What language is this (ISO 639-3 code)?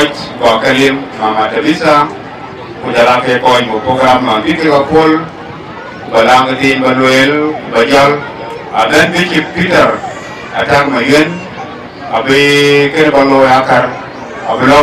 din